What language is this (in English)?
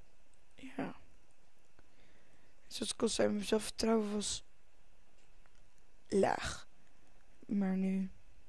Dutch